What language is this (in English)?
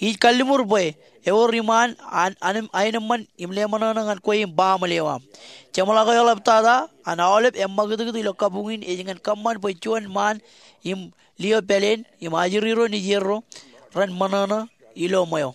Marshallese